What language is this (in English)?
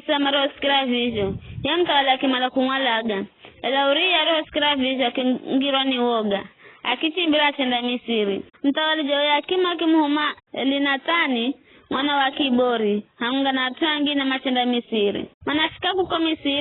Giryama